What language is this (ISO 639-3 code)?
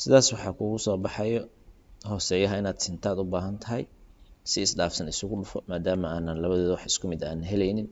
som